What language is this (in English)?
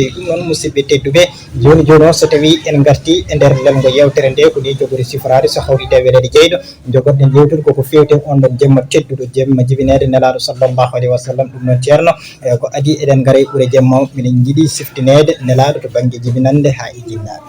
Fula